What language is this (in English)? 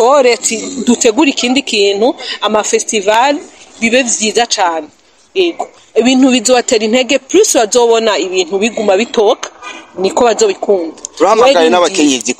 Rundi